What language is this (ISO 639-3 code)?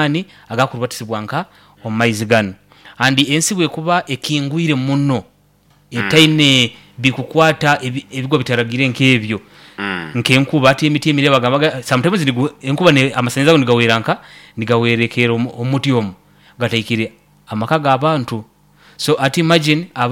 nyn